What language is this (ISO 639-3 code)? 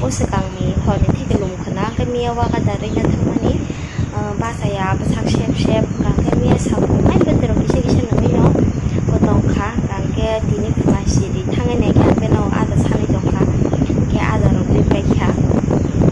trp